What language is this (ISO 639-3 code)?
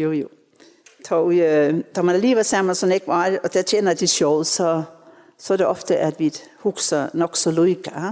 fao